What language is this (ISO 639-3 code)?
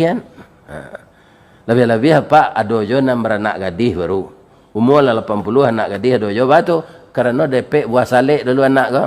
min